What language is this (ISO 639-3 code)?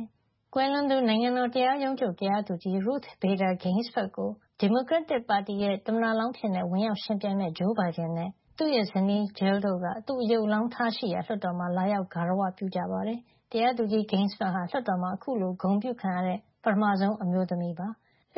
mya